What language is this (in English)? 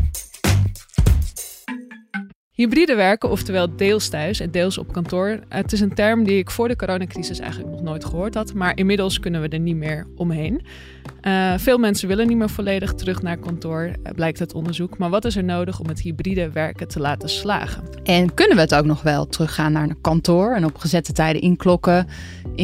Dutch